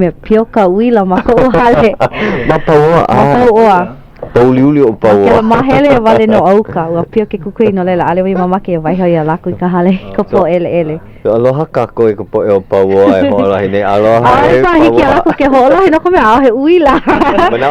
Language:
Hawaiian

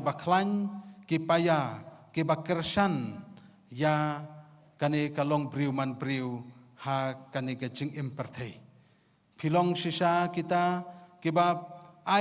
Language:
Khasi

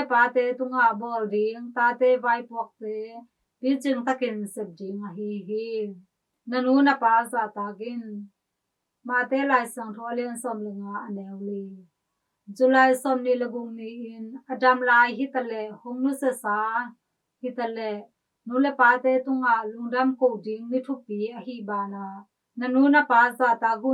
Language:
Tedim Chin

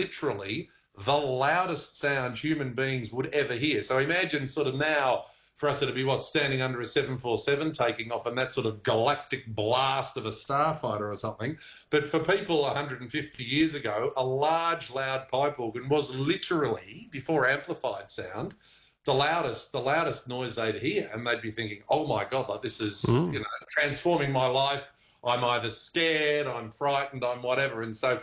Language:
English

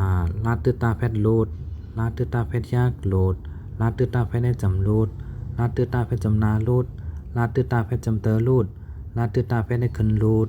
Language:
Shan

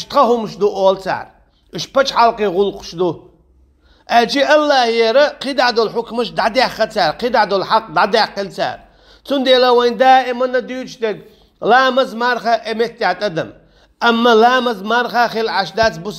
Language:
Chechen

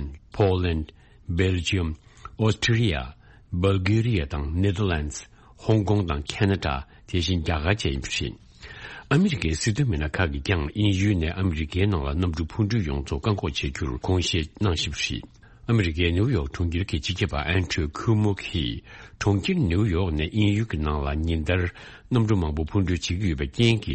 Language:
Tibetan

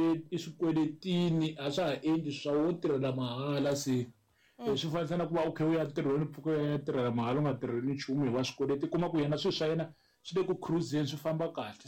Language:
Tsonga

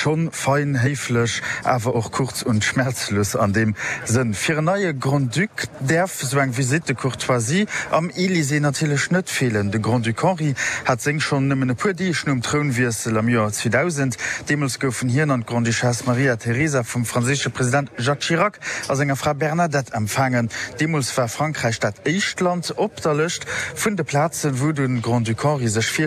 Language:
Luxembourgish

